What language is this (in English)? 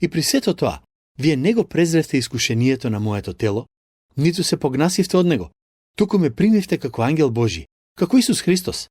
Macedonian